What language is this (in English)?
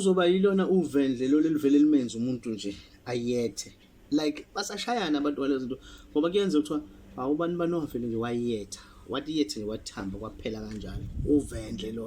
Zulu